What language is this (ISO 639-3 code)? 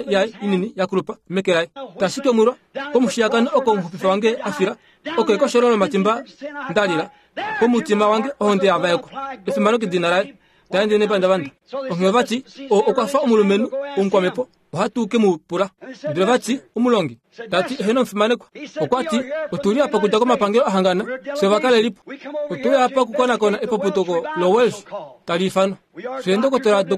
kua